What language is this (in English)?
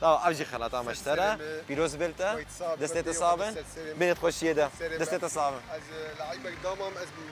Kurdish